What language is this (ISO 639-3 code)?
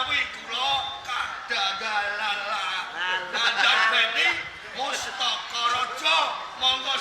jav